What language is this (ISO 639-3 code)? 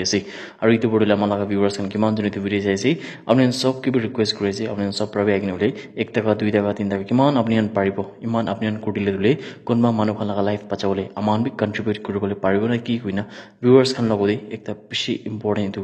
nag